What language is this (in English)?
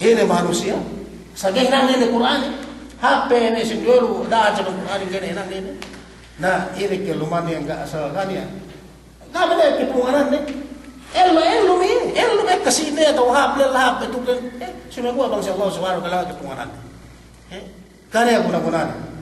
Yakan